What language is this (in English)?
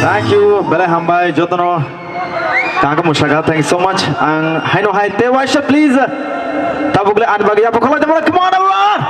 Kok Borok